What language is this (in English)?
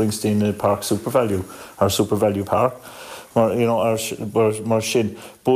Irish